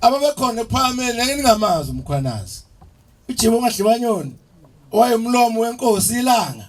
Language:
Zulu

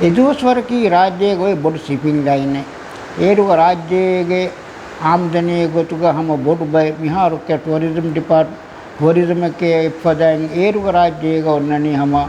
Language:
Divehi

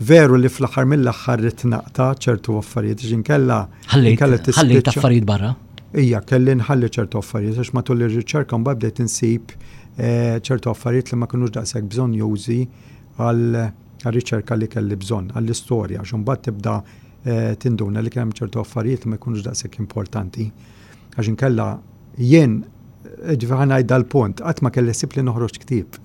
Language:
Maltese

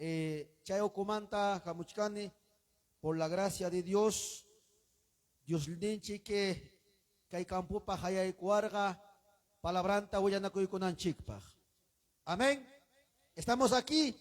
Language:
Ayacucho Quechua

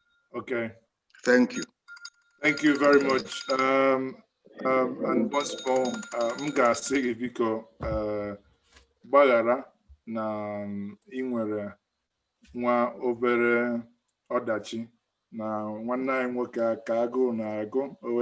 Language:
Igbo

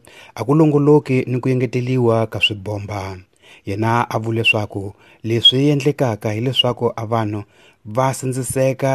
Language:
Tsonga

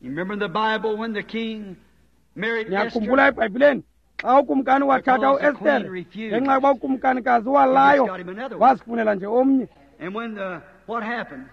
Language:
Xhosa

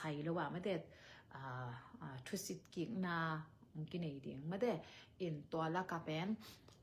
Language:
Tedim Chin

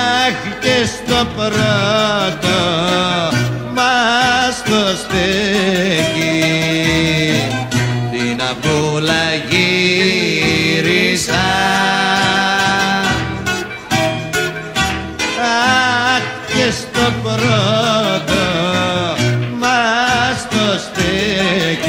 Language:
Greek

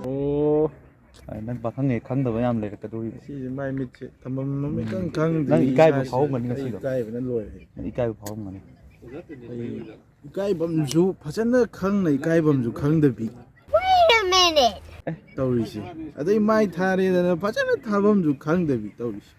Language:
Manipuri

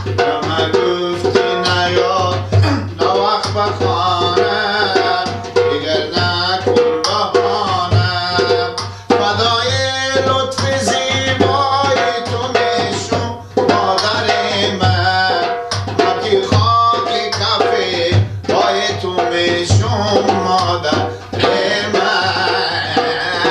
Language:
Persian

